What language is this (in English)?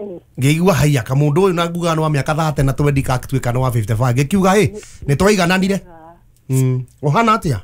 Kikuyu